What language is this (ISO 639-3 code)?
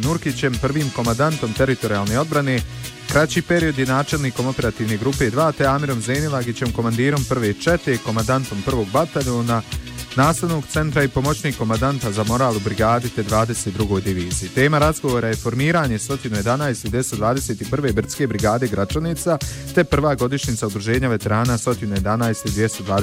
bos